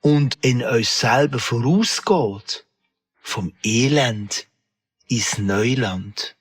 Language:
Swiss German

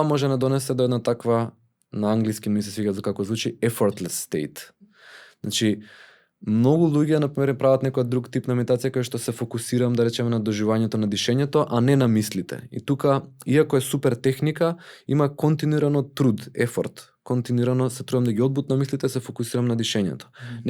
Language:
Macedonian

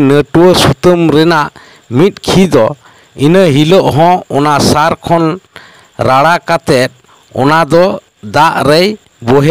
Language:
Santali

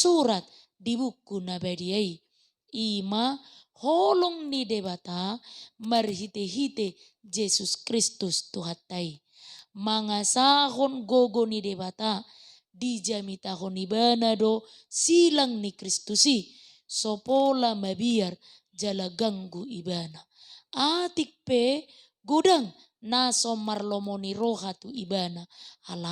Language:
Batak Toba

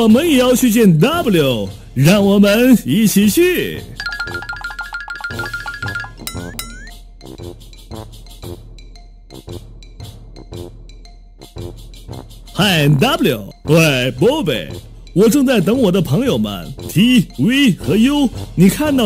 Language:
Chinese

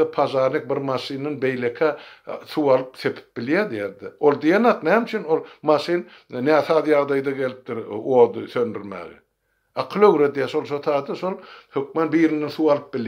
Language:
Turkmen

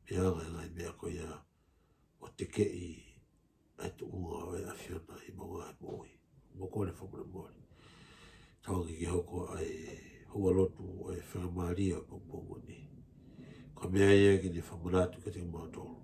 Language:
Tongan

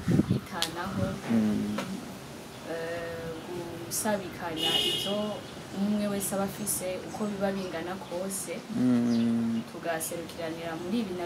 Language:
Rundi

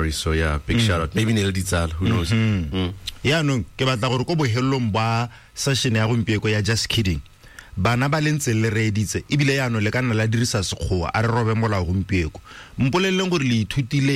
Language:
Tswana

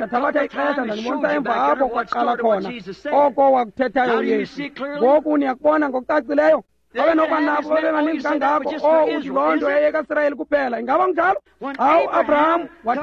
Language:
Xhosa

